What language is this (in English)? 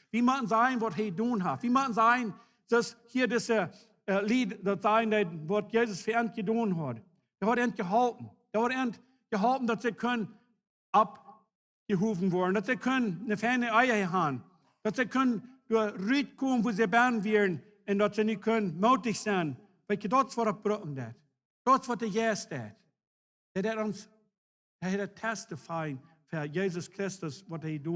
Plautdietsch